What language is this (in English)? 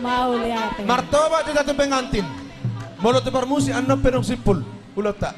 Batak Toba